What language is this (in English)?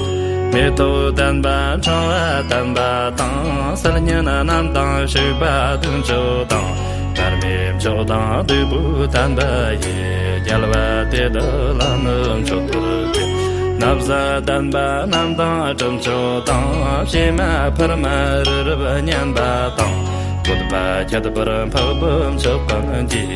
Tibetan